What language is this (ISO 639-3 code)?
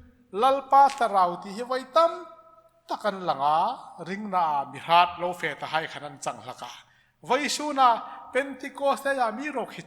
hmr